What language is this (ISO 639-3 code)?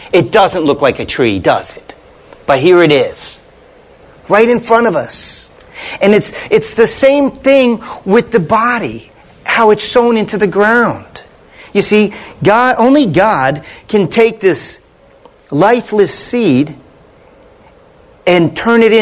eng